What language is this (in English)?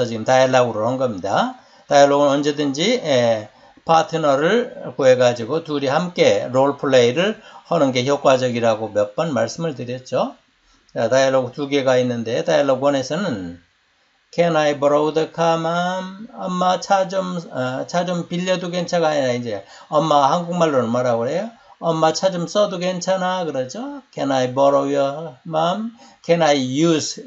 Korean